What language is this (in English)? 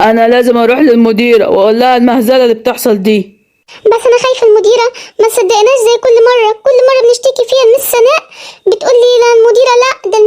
Egyptian Arabic